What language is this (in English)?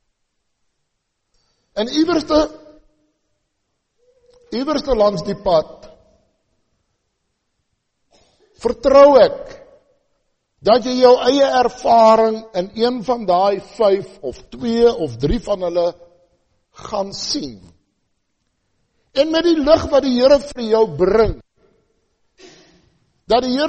Afrikaans